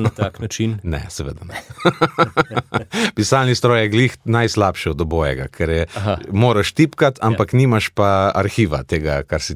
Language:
Slovenian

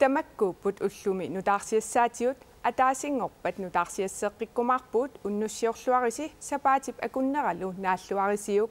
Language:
Kalaallisut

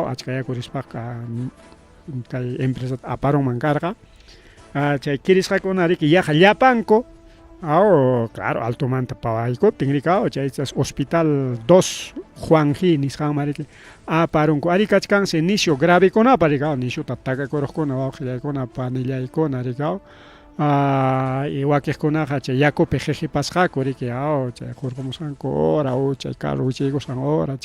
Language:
Ayacucho Quechua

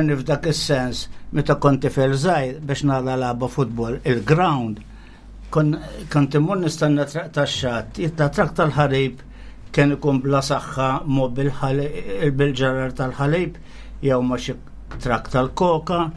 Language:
Maltese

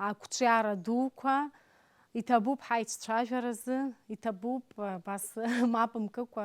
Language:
Abkhazian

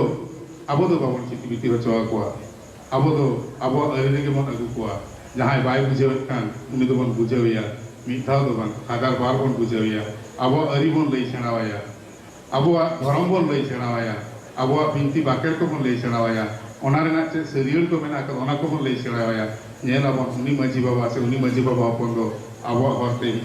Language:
Santali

